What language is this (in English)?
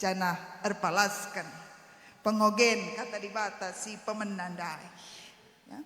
Batak Karo